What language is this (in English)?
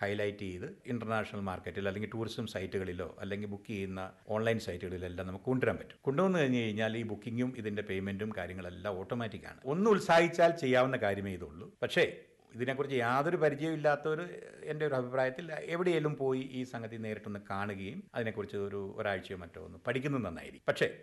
Malayalam